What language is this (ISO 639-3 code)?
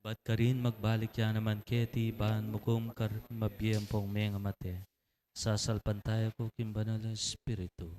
pam